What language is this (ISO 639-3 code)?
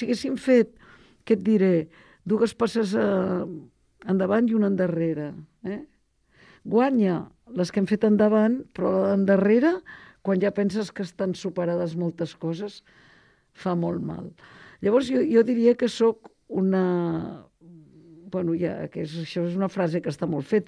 cat